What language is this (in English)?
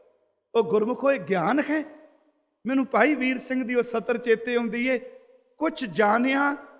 Punjabi